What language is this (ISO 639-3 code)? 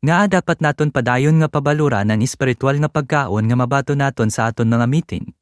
hil